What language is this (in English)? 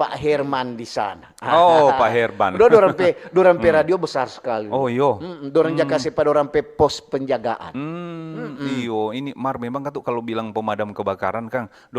Manado Malay